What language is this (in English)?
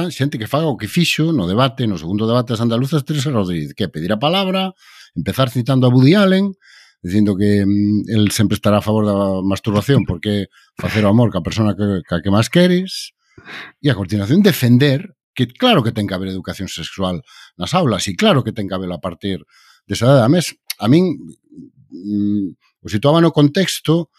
Galician